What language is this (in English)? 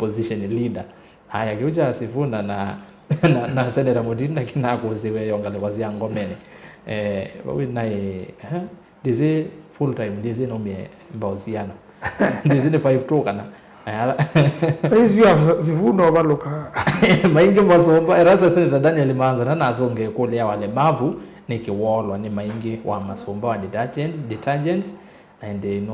Kamba